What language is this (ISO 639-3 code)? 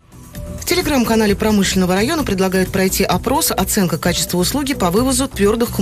rus